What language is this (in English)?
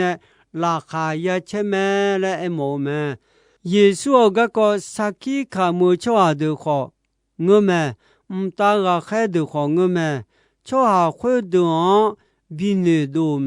Akha